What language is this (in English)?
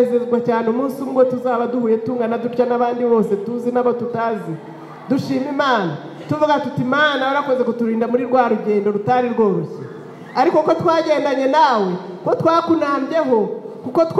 Kinyarwanda